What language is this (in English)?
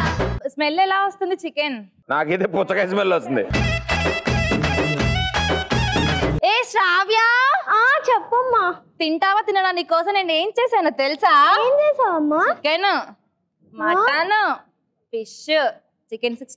Telugu